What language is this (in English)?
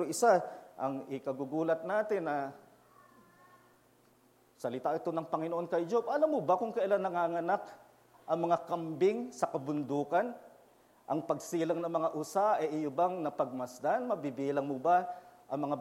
Filipino